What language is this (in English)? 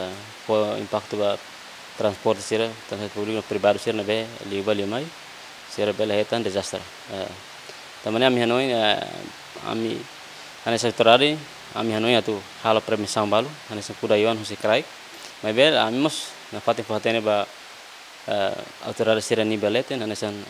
Tetum